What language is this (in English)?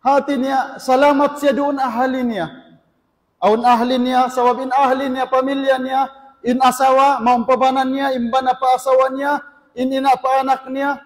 Tausug